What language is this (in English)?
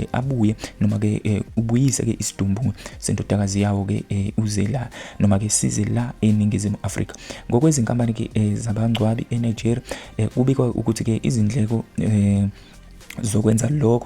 Zulu